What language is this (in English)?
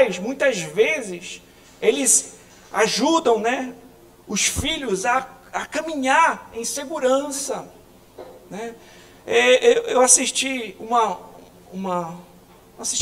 Portuguese